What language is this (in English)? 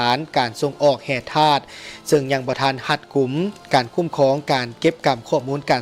Lao